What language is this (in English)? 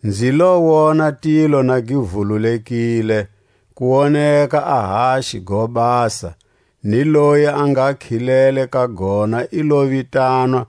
Tswa